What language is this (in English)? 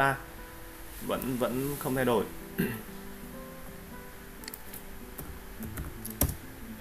Vietnamese